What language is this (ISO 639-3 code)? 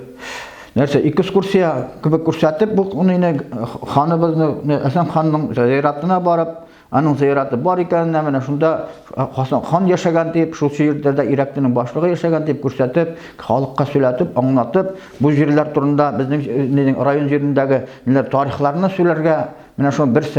bak